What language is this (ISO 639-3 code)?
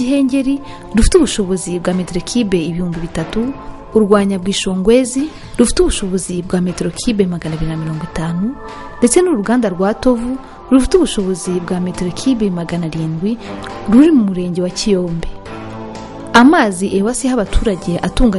kin